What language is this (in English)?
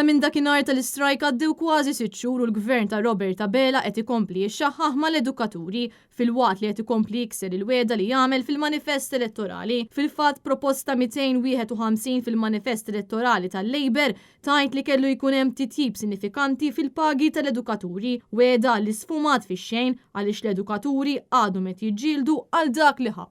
Maltese